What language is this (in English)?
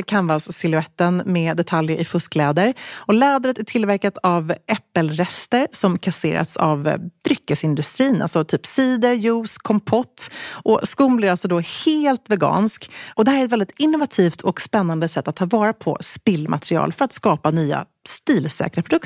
Swedish